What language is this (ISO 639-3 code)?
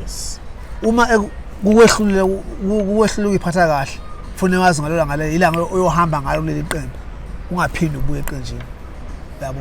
zul